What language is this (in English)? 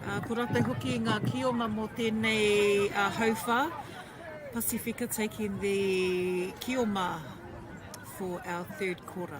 Māori